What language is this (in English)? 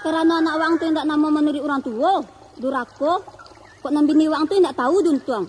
Minangkabau